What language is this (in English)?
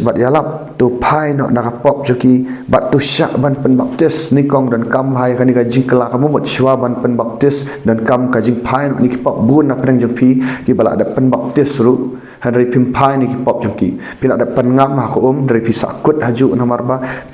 Khasi